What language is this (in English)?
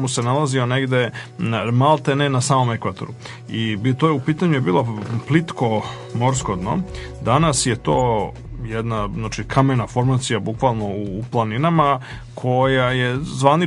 Serbian